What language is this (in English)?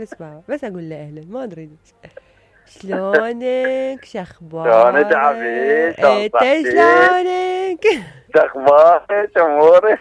Mesopotamian Arabic